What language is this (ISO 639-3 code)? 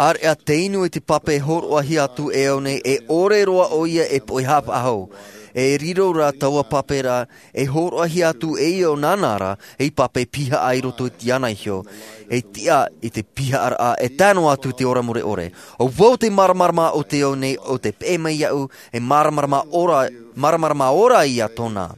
tah